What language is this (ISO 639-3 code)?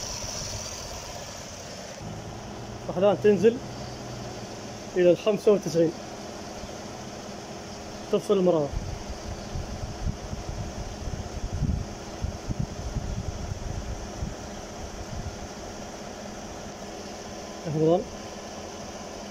ara